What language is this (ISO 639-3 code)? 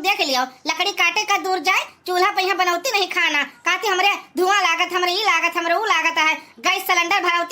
awa